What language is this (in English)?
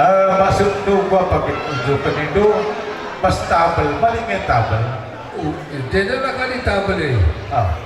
Batak Karo